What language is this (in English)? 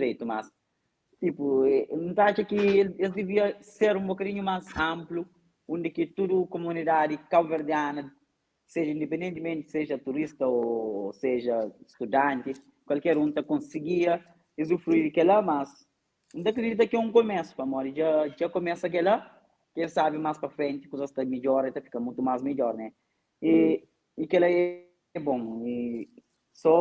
Kabuverdianu